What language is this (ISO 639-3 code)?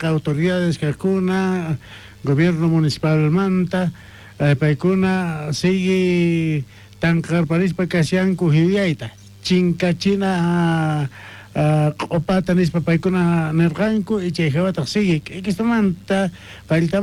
quh